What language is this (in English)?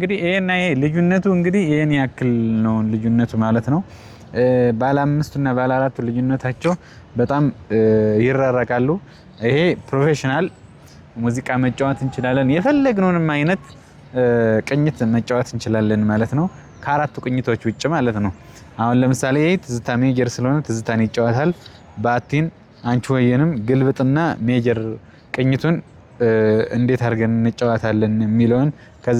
Amharic